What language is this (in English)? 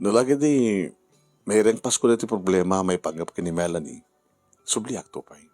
Iloko